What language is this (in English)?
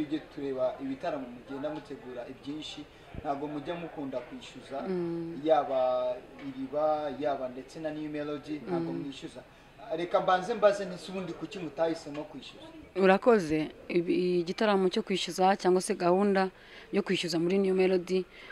Kinyarwanda